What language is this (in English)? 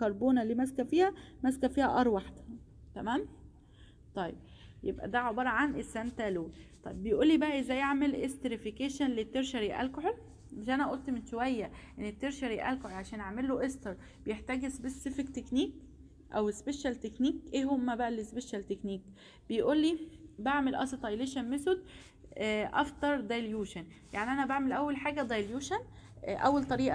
Egyptian Arabic